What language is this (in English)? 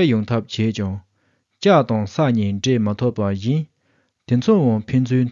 Tibetan